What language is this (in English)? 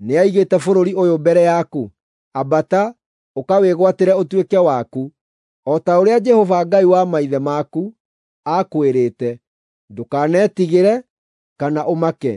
Kikuyu